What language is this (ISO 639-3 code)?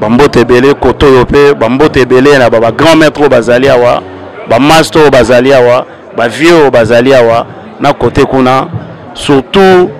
lin